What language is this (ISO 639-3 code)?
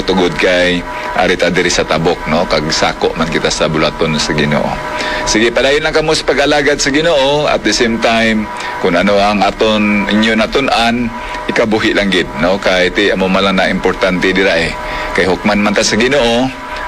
hil